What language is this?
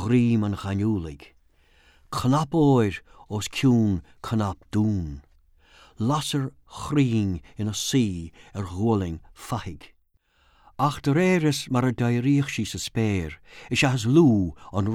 Irish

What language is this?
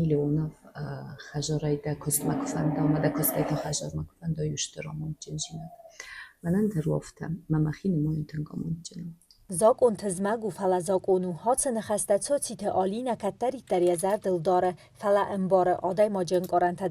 Ossetic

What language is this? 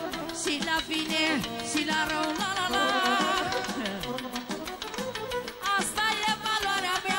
Romanian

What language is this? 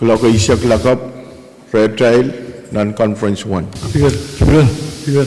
Pohnpeian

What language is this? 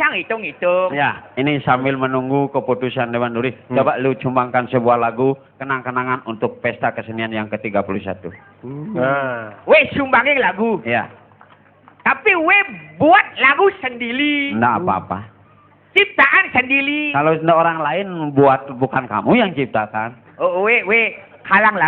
Balinese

